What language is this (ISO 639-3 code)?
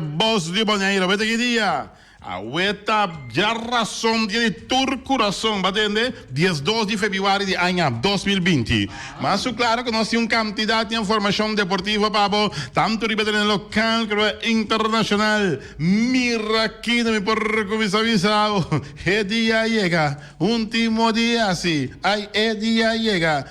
pap